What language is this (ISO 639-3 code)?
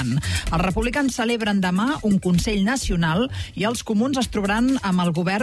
cat